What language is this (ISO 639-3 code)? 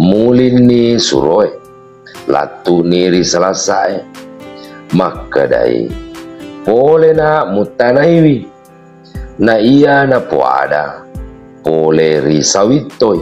bug